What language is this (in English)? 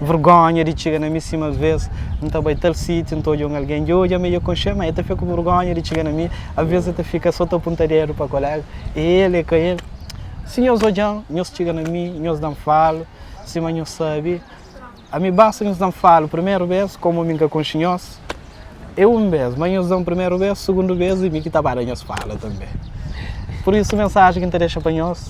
Kabuverdianu